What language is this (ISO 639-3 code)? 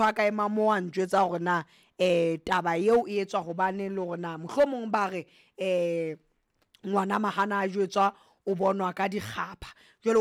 sot